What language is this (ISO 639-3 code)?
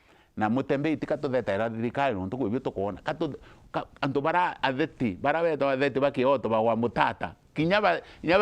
mer